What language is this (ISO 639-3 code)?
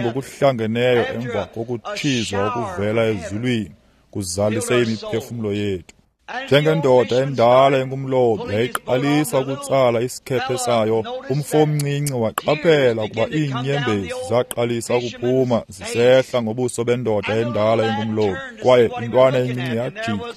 xho